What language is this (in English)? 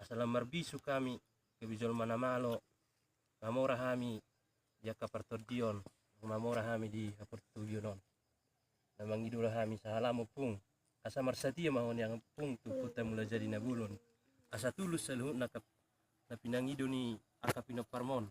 Batak Toba